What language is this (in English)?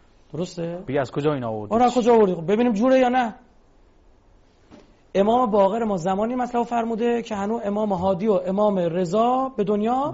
Persian